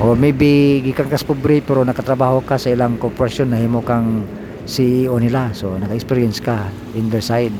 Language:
Cebuano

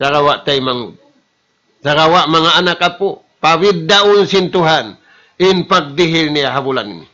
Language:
Tausug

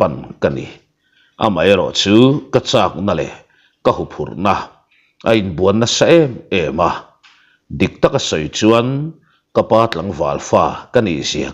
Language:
Mizo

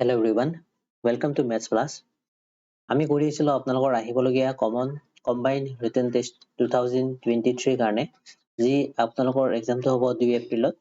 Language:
Assamese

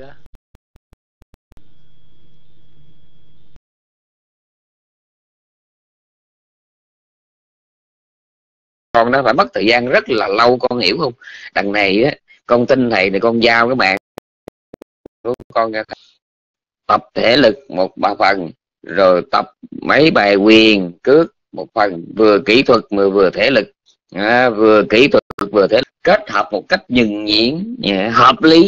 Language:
Vietnamese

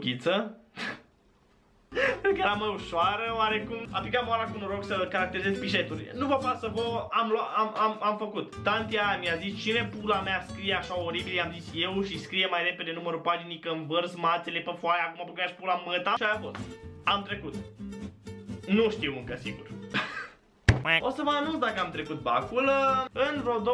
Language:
Romanian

